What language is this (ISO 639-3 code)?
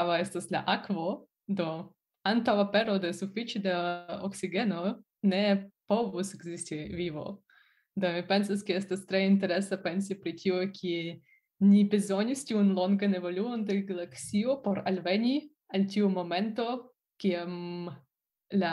epo